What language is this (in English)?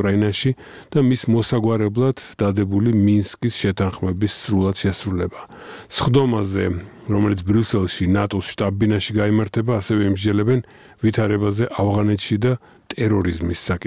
Georgian